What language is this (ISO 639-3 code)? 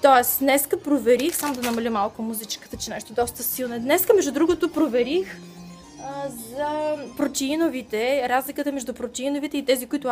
bul